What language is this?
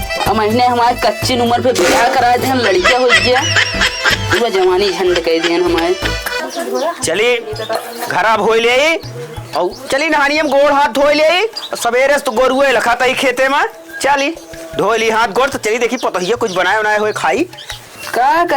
Awadhi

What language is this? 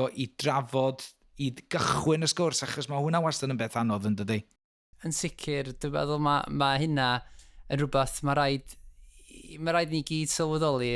Welsh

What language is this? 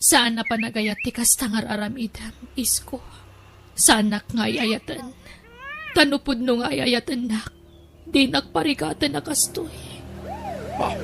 Iloko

